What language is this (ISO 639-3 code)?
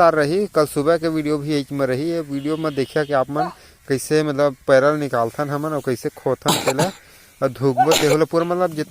hne